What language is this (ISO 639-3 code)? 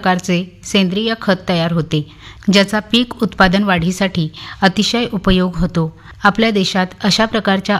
mar